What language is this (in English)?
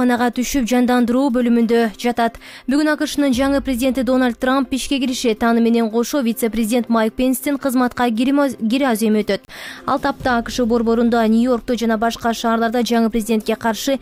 Kyrgyz